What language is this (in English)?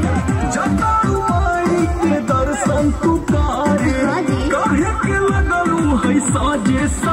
Bhojpuri